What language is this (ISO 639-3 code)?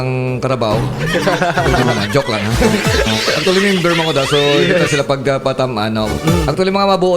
hil